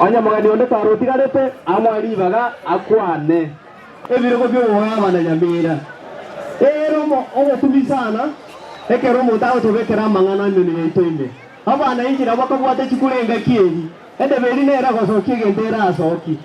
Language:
Gusii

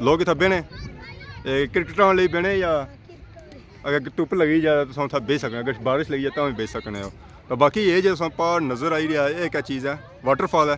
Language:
Pahari-Potwari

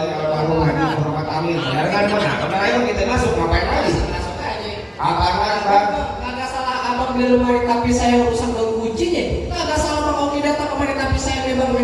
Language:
Betawi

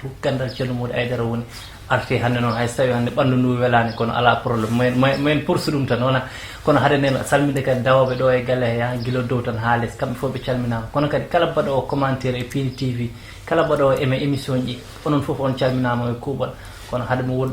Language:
Fula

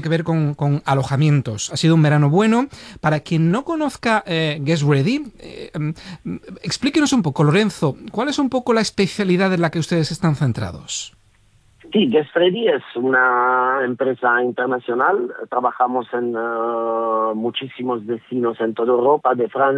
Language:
Spanish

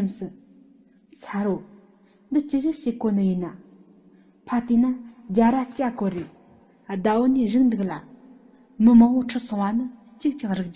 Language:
Tibetan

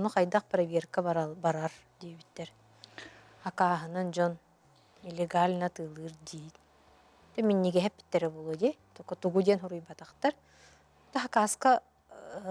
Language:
Yakut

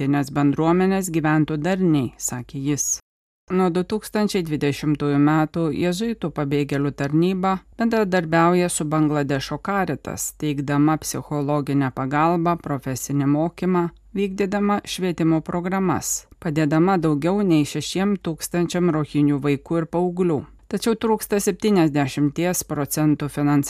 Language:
Lithuanian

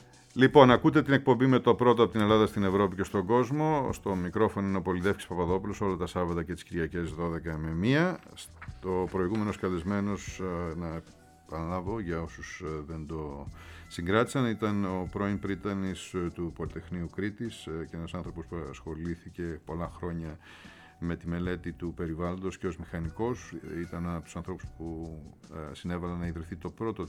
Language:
Greek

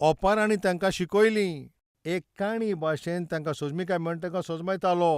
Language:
Konkani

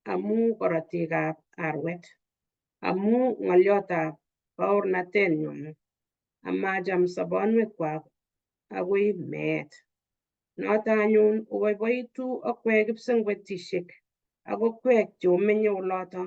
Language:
Kalenjin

